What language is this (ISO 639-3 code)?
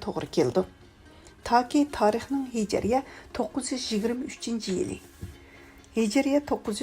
uig